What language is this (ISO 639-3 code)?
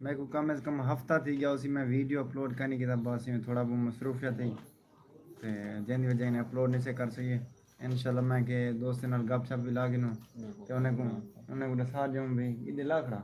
skr